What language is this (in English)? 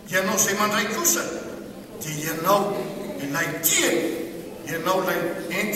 Malagasy